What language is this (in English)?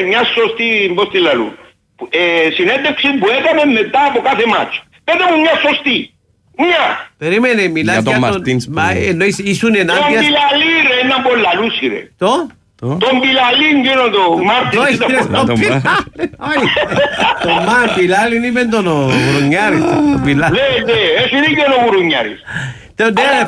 Greek